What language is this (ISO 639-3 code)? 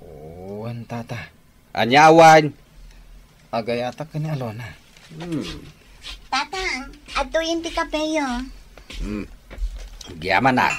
ilo